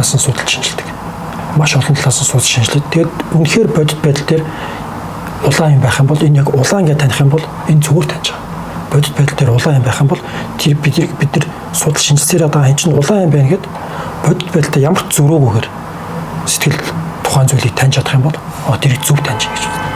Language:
Mongolian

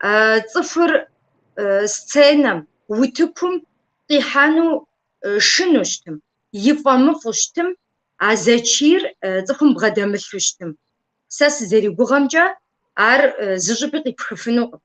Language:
Kabardian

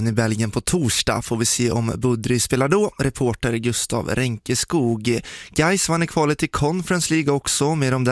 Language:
Swedish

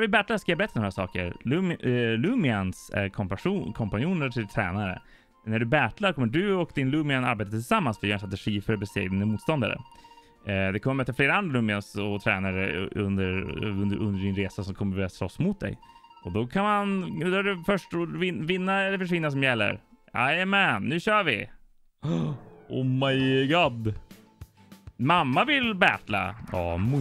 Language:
Swedish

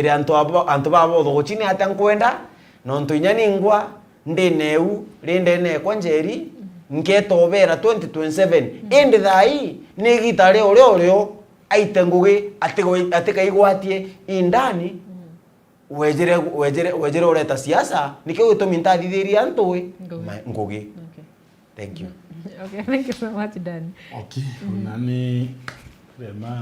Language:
Meru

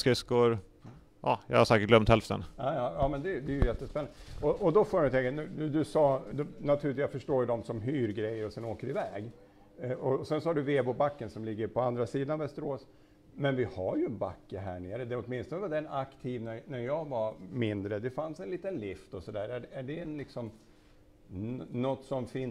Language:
Swedish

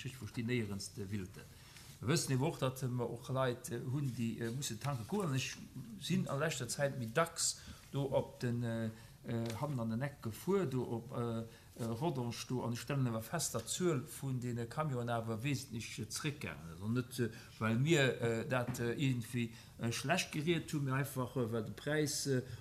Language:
Luxembourgish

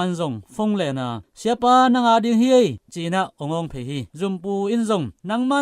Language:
Tedim Chin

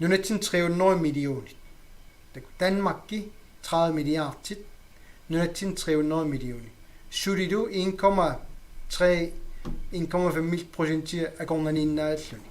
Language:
Kalaallisut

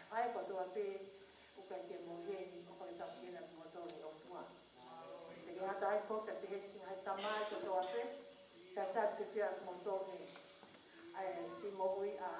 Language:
Tongan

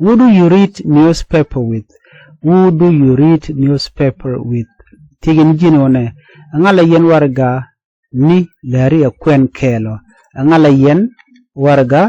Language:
Nuer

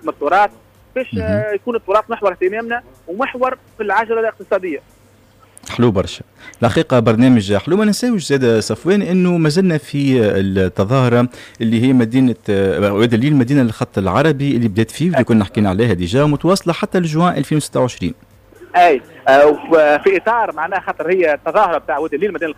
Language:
Tunisian Arabic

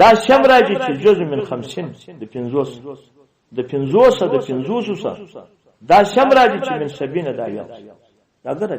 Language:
Pashto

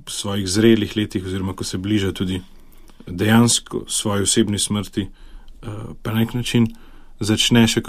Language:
Slovenian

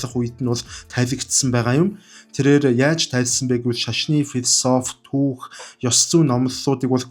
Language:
Mongolian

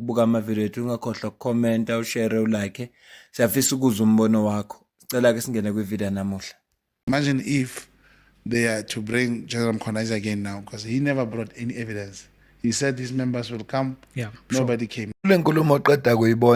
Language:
Zulu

